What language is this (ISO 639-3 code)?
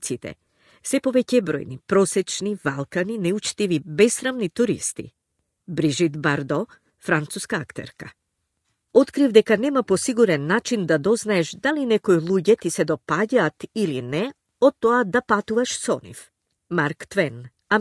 mkd